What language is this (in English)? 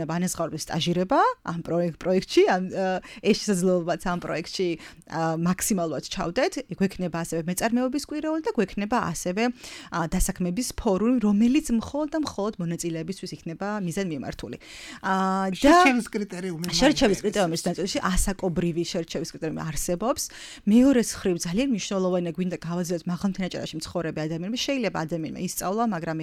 Georgian